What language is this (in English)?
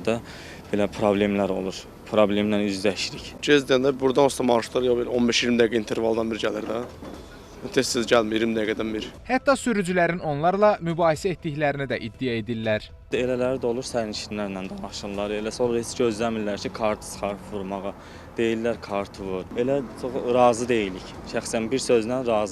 Azerbaijani